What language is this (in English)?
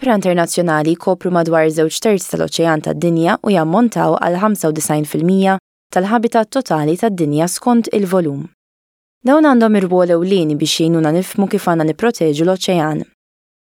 Maltese